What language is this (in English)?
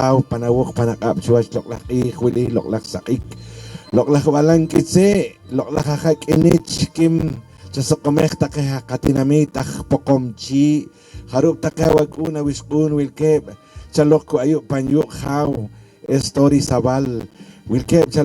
Poqomchi'